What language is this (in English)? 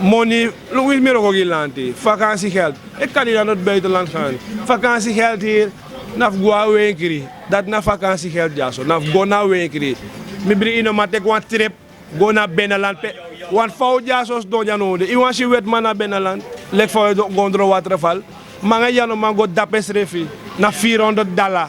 Sranan Tongo